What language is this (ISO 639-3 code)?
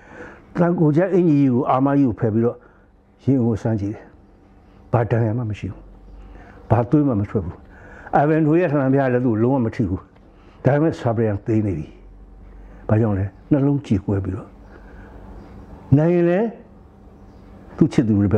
mya